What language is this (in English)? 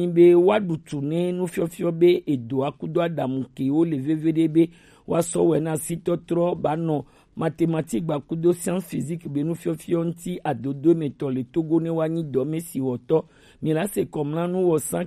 Gen